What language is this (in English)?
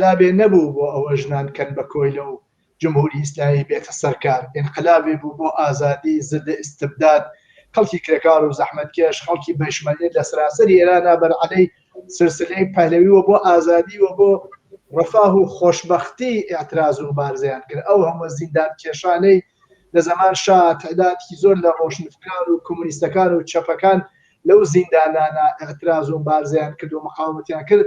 Central Kurdish